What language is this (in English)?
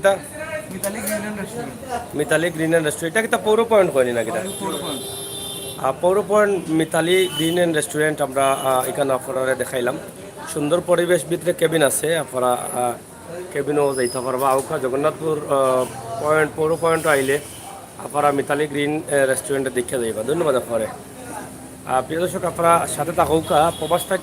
Sylheti